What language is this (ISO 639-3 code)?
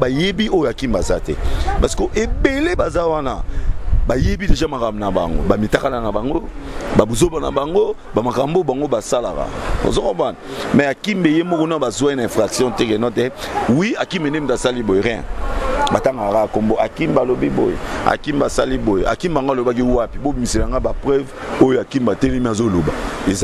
lin